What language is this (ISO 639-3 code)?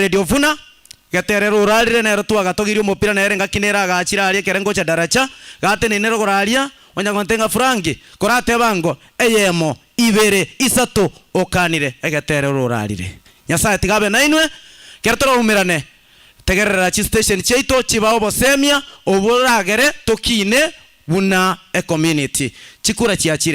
guz